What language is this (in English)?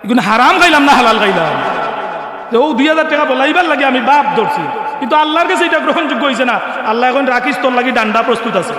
Sylheti